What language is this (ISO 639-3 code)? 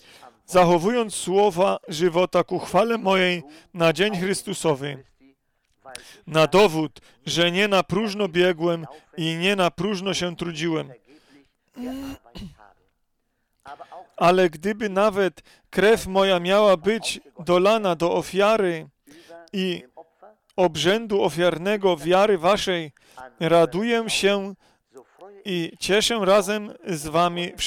pol